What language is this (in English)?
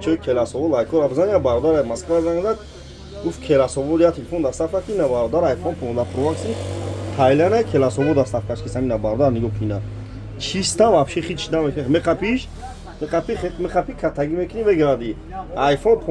Tajik